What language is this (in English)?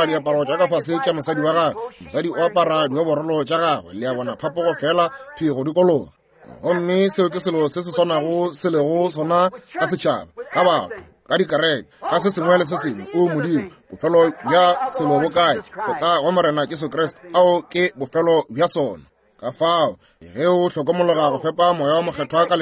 Northern Sotho